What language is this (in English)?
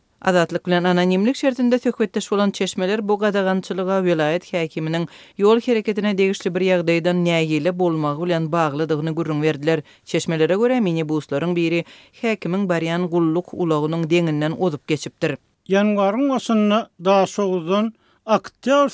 Turkmen